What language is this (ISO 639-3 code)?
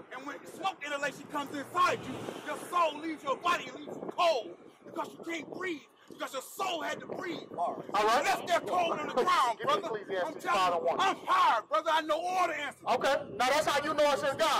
eng